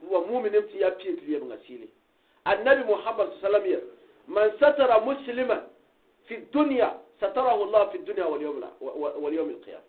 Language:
Gourmanchéma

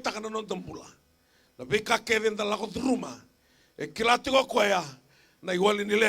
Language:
Fijian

